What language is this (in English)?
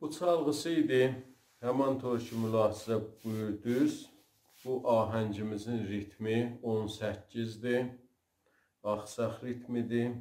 South Azerbaijani